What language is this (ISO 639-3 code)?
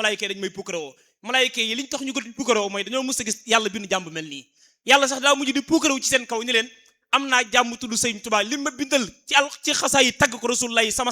wol